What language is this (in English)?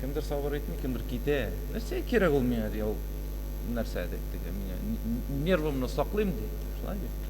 Tatar